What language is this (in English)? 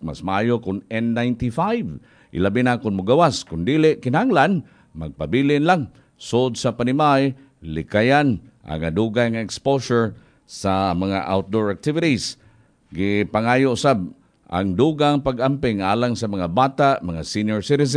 Cebuano